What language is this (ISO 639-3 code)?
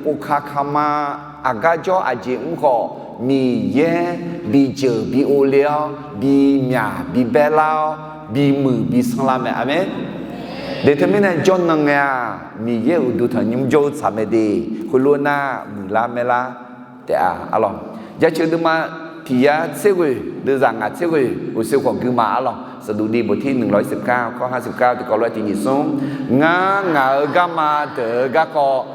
ahk